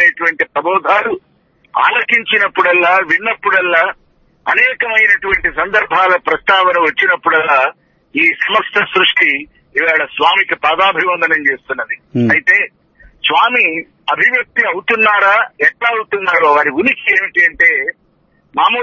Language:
Telugu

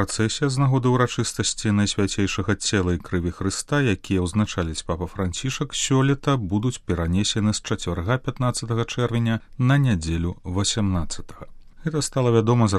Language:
Belarusian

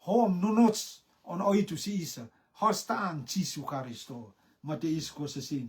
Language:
Rotuman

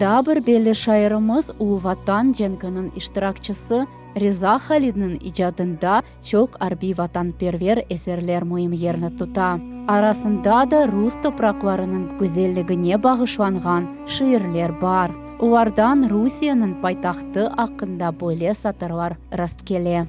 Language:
Crimean Tatar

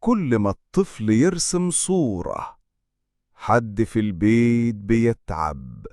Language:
Egyptian Arabic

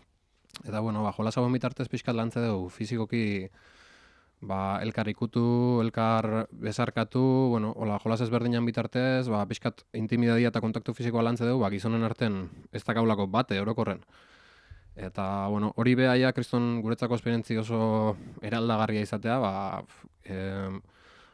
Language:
Basque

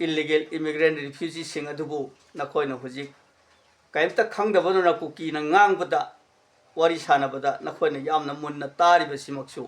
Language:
Manipuri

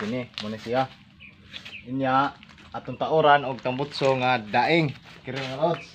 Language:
Cebuano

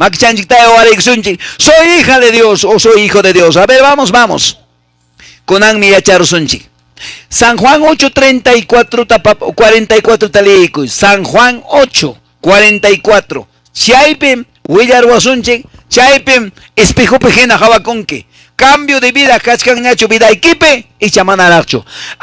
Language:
Quechua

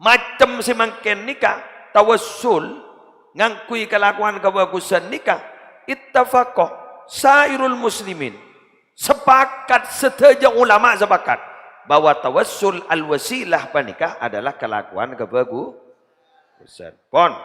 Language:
Madurese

